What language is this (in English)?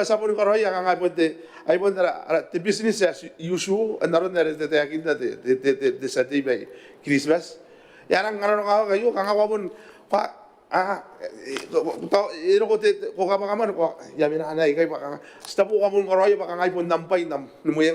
Gilbertese